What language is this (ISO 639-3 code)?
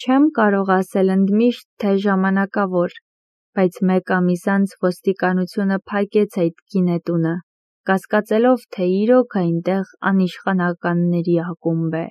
hye